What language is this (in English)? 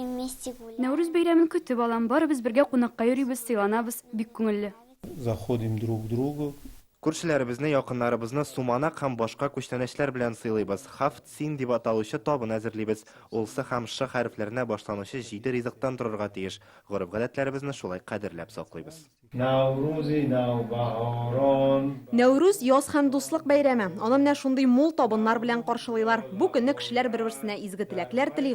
Tatar